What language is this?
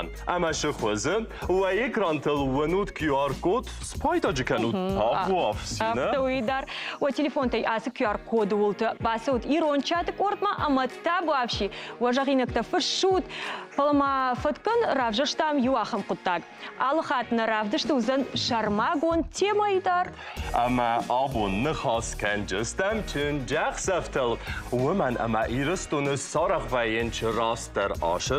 Ossetic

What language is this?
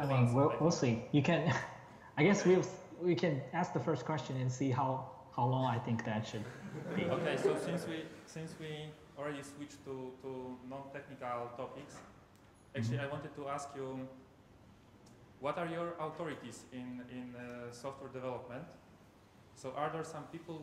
English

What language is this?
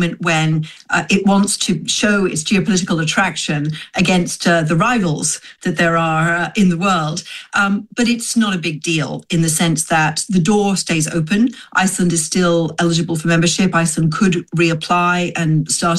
Icelandic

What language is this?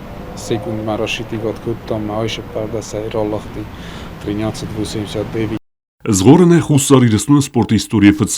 Ossetic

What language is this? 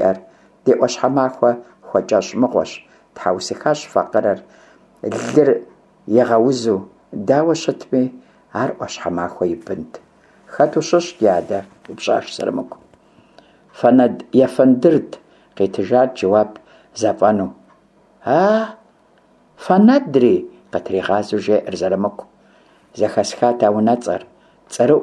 Kabardian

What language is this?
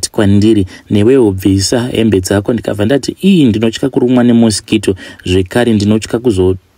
Shona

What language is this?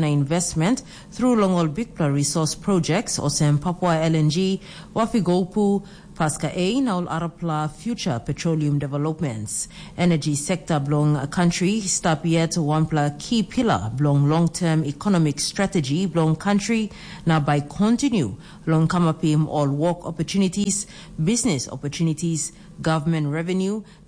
Tok Pisin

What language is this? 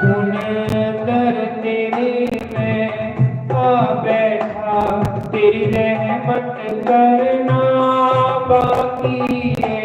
Dogri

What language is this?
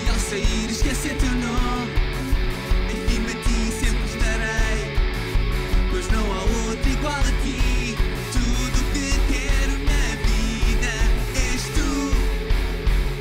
Portuguese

